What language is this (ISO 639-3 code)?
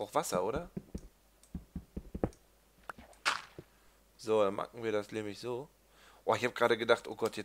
deu